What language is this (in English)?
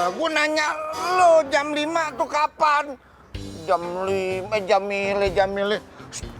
Betawi